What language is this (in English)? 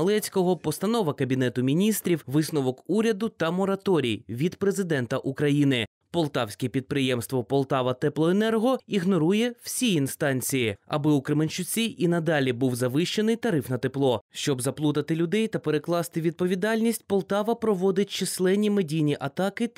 Ukrainian